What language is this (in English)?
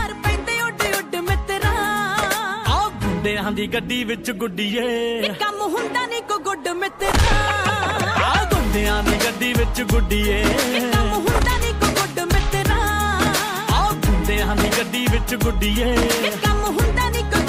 Punjabi